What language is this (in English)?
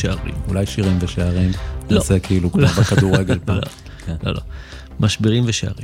Hebrew